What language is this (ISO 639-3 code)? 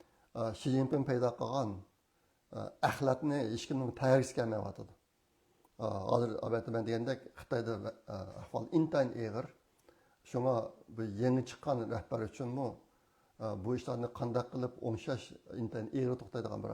uig